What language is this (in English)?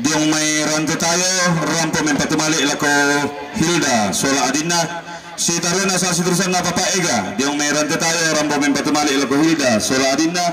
Toraja-Sa'dan